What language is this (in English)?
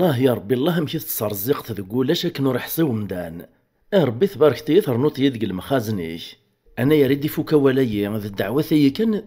Kabyle